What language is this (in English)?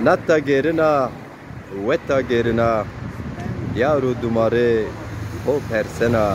Zaza